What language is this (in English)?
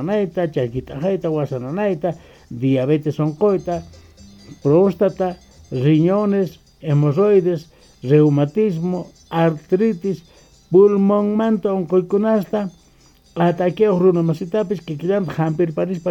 Quechua